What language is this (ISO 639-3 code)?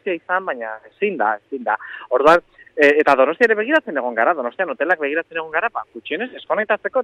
eus